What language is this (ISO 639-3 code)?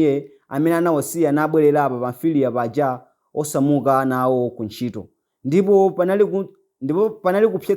nya